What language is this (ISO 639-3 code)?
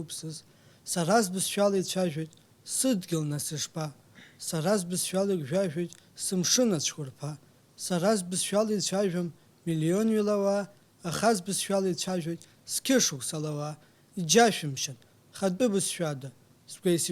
abk